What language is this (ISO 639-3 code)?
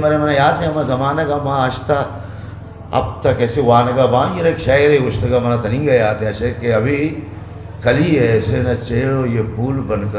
bgp